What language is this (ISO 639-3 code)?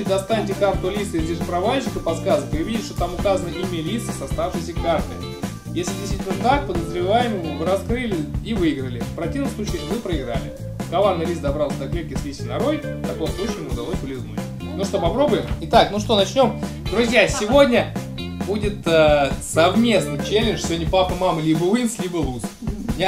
rus